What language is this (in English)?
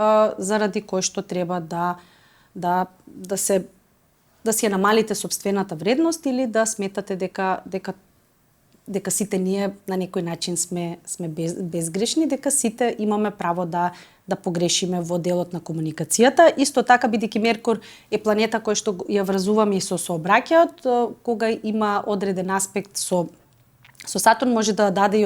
Macedonian